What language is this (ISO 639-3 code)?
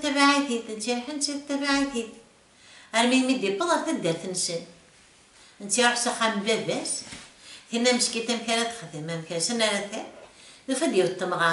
kab